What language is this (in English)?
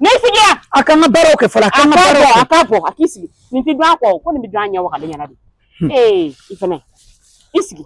Bambara